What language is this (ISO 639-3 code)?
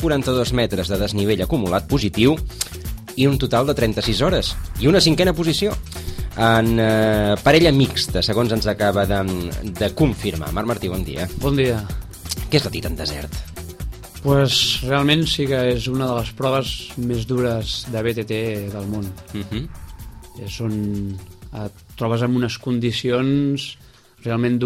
cat